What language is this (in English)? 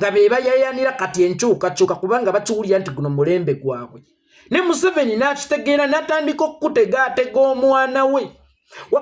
Ganda